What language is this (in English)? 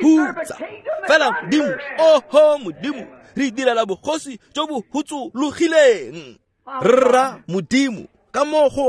Tswana